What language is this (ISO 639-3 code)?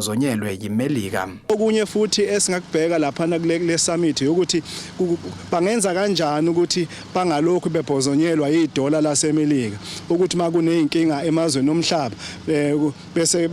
zul